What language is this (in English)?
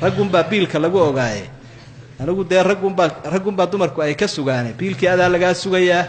Somali